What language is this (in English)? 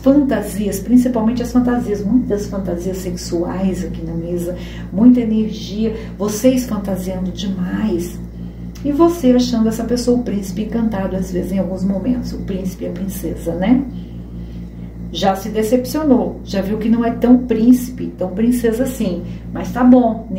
Portuguese